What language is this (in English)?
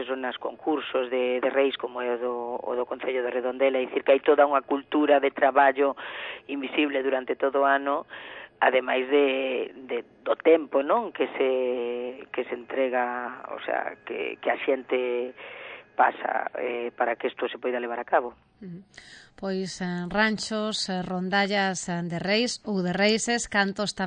Galician